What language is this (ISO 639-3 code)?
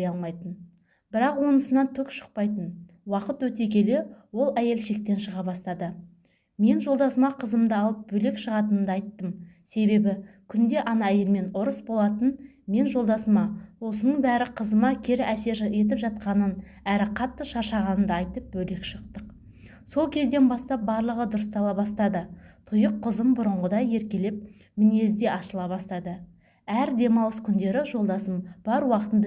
kaz